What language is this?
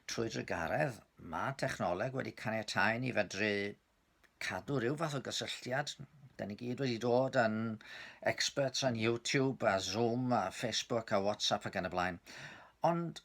Welsh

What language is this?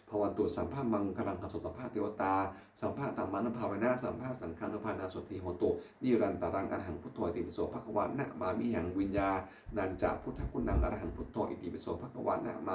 Pali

